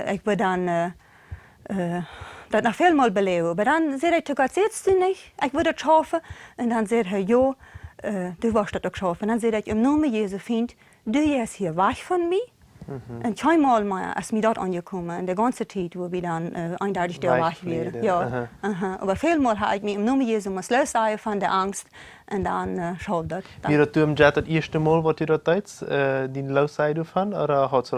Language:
Plautdietsch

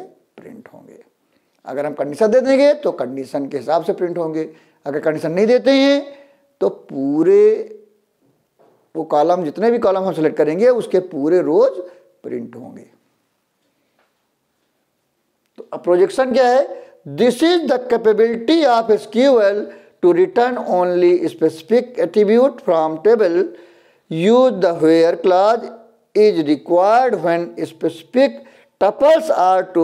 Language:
Hindi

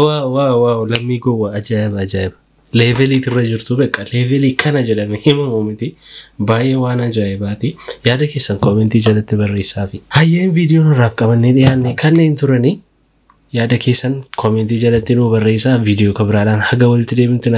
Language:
Oromo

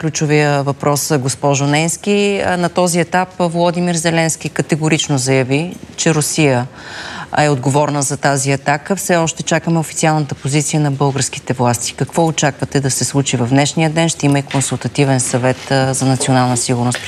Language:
Bulgarian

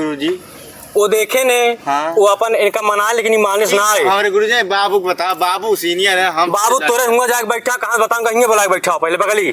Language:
Awadhi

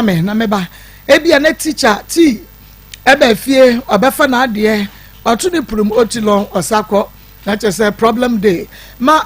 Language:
Akan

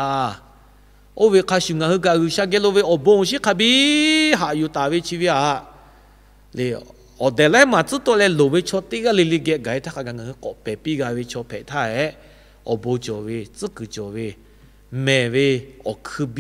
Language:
Lahu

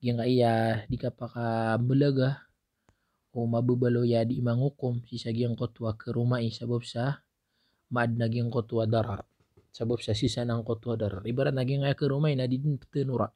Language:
Maranao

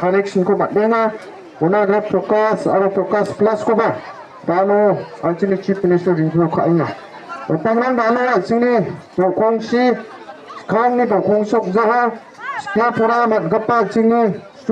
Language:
Garo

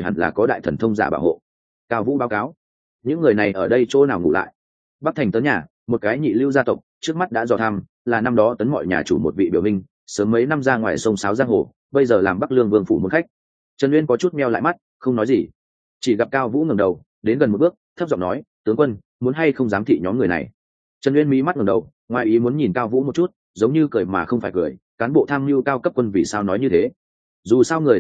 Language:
Vietnamese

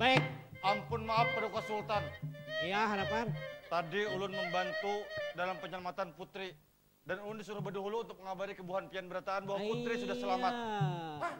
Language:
Banjar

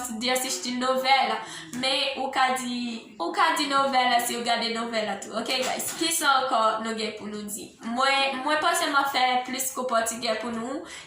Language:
Haitian Creole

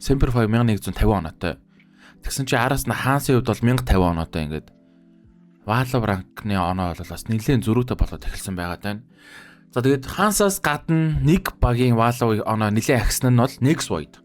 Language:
Mongolian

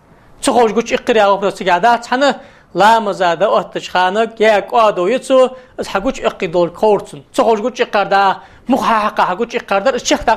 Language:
Ingush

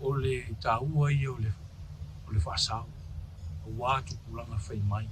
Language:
Samoan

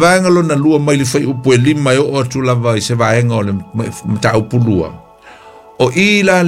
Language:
Samoan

